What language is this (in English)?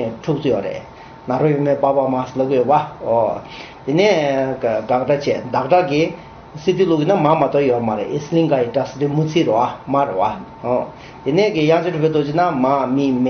Tibetan